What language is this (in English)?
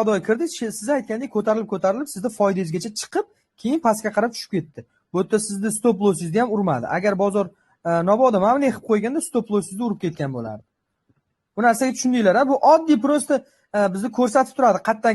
Uzbek